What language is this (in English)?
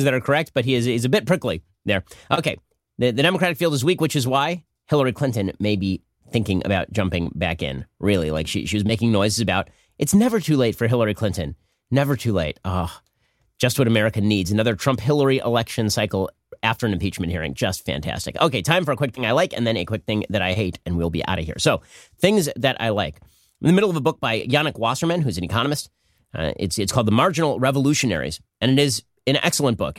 English